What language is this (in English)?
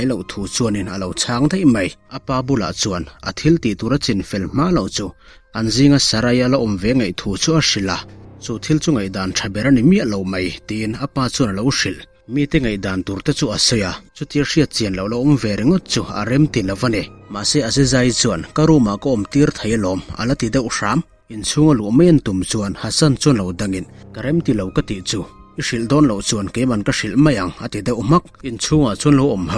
Mizo